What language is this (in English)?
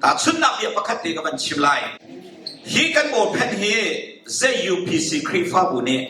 Hakha Chin